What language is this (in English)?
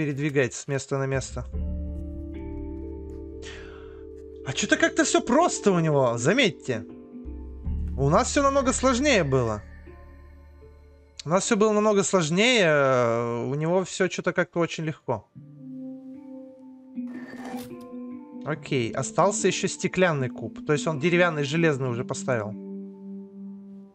Russian